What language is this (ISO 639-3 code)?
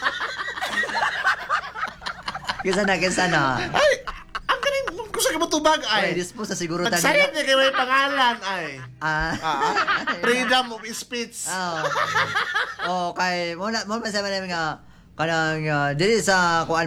ceb